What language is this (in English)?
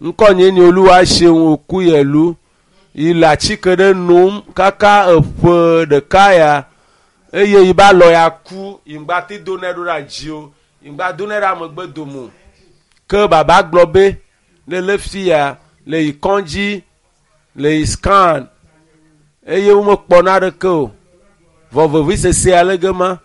Ewe